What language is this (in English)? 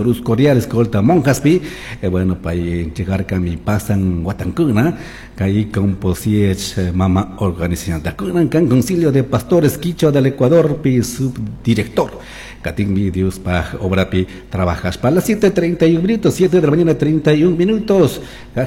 Chimborazo Highland Quichua